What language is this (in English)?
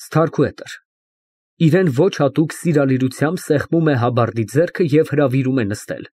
Armenian